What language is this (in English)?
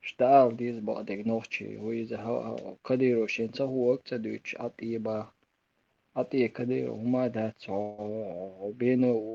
Chechen